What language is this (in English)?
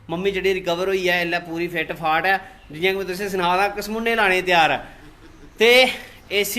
Dogri